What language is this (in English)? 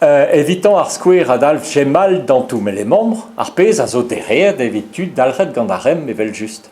Breton